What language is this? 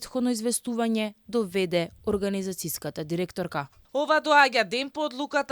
Macedonian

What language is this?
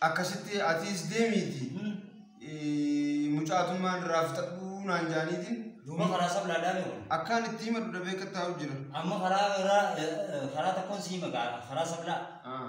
Oromo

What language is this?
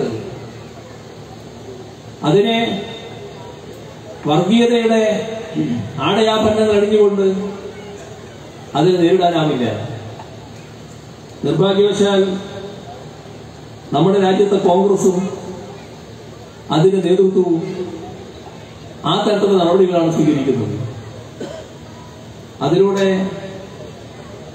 Malayalam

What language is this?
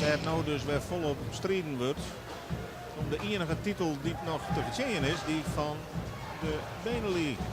Western Frisian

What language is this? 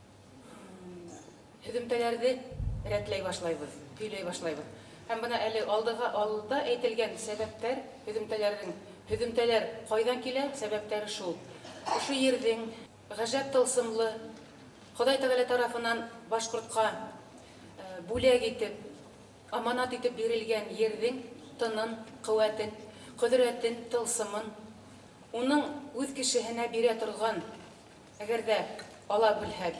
Bashkir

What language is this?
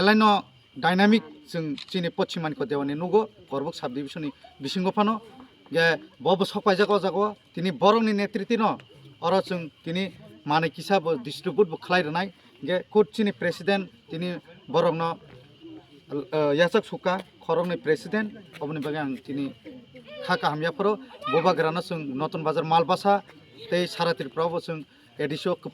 Kok Borok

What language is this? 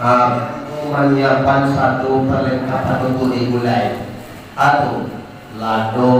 Minangkabau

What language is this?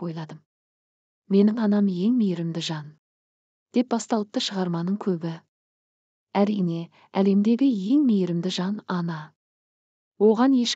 Kazakh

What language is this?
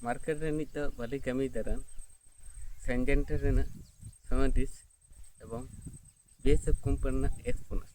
Santali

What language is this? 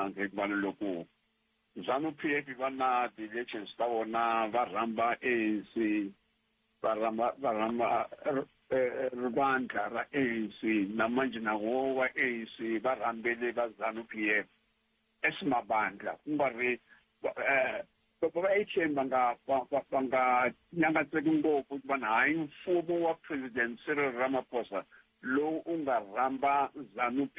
Tsonga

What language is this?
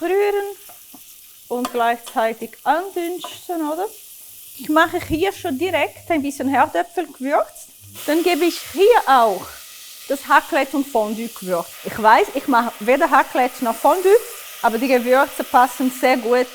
Swiss German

